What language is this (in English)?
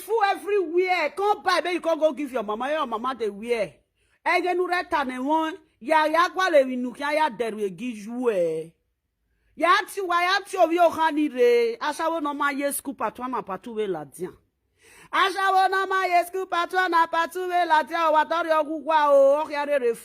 Nigerian Pidgin